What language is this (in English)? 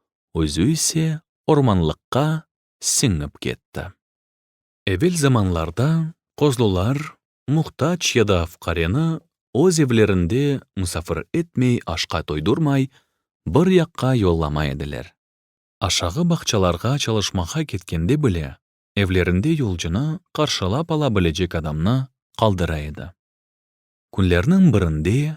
Crimean Tatar